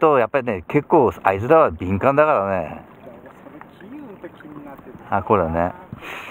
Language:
Japanese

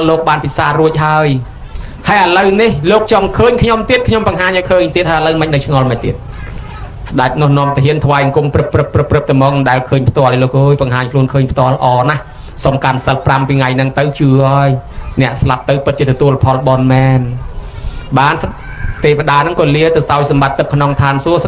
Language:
Khmer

